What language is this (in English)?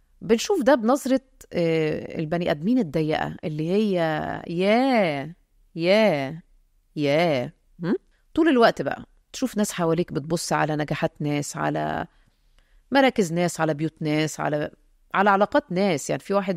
Egyptian Arabic